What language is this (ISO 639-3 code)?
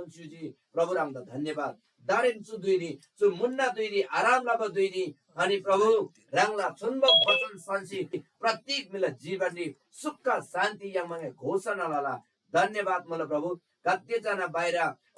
taj